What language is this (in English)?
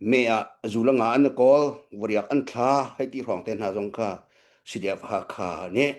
Hakha Chin